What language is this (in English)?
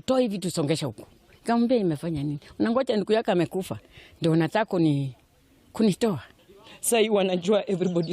Nigerian Pidgin